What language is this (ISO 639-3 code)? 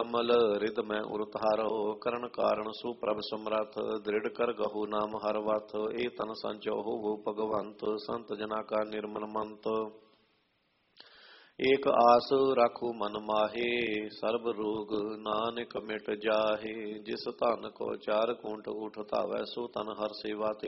pan